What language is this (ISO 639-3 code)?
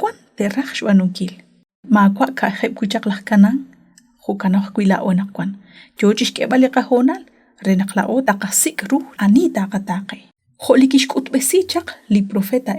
kek